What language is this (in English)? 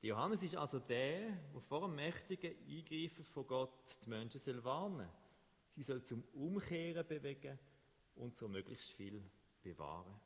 Swiss German